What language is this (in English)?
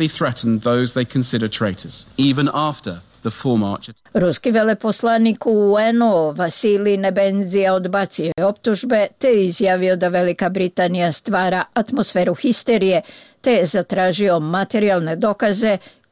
Croatian